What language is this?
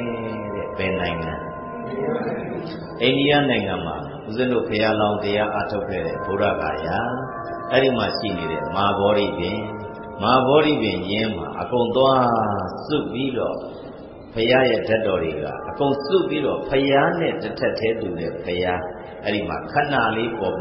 Burmese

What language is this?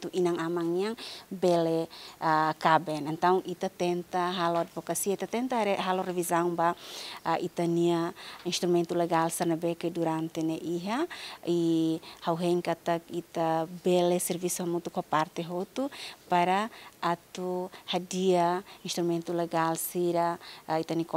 Tetum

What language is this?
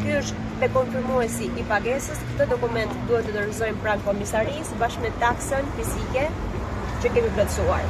Albanian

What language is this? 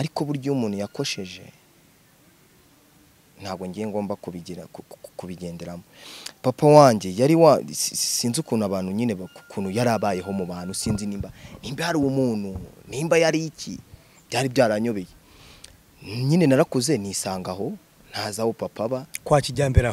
Kinyarwanda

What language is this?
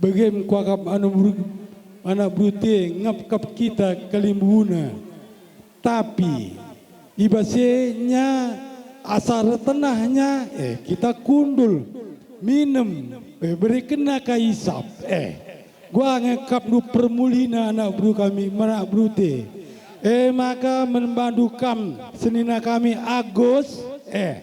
Batak Karo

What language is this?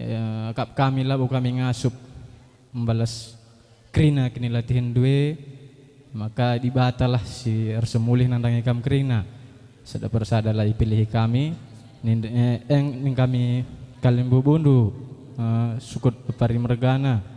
Batak Karo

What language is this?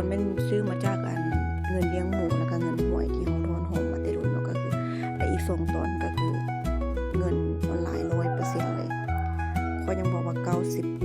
Lao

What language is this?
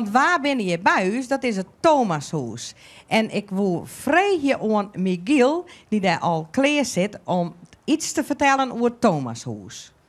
Western Frisian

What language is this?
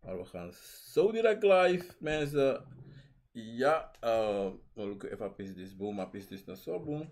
Sranan Tongo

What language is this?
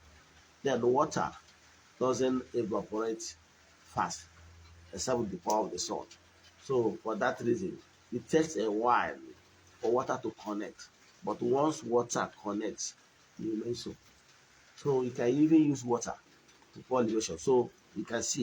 Igbo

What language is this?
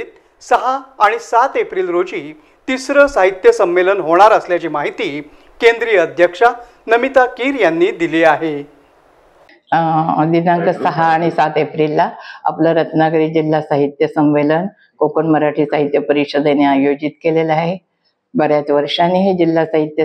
Marathi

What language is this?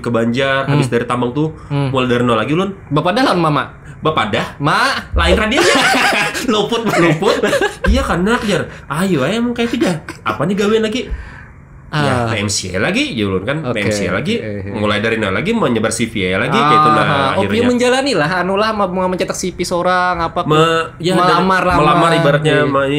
Banjar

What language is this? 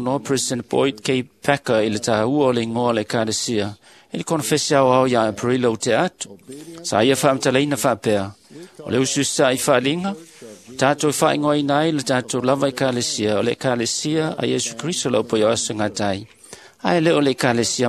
Samoan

